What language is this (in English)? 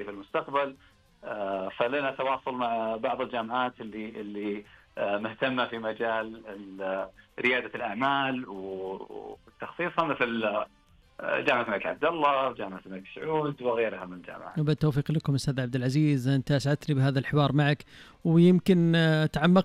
Najdi Arabic